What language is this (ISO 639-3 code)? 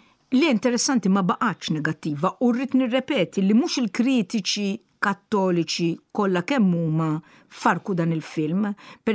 mlt